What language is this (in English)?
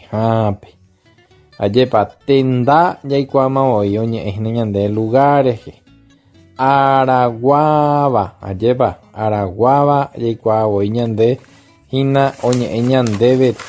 Guarani